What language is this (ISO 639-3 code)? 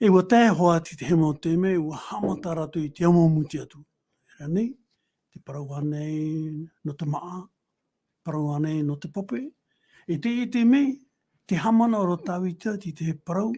tah